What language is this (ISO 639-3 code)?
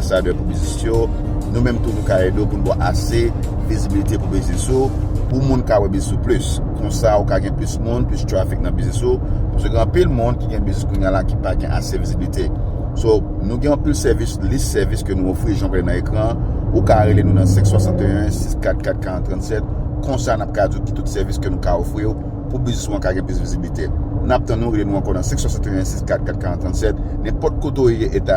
hat